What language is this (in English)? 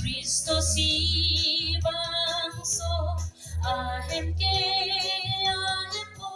Karbi